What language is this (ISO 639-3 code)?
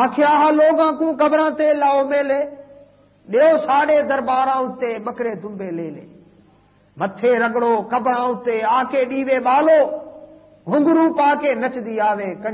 skr